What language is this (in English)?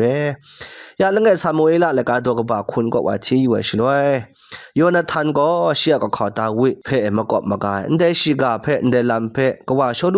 Kachin